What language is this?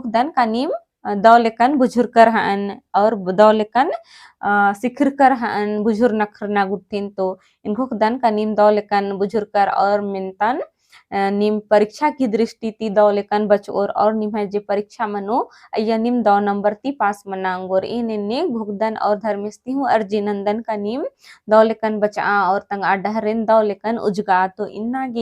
Kurukh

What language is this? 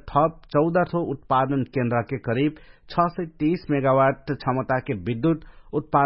Dangaura Tharu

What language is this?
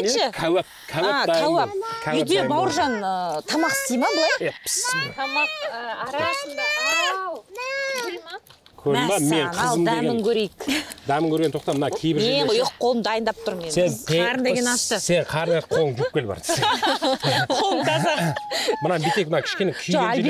Kazakh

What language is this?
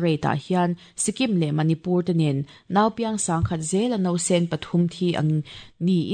Mizo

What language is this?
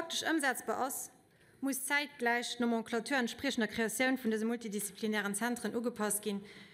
Luxembourgish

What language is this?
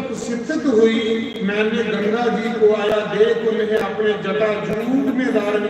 Dogri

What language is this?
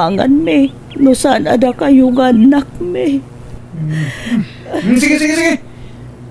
Iloko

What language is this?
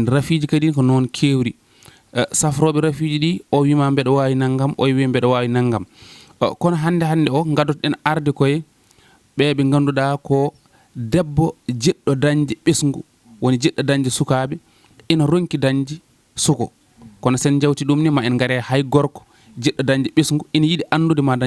Fula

